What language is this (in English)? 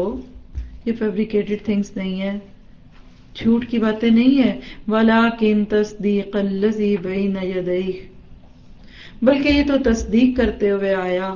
Urdu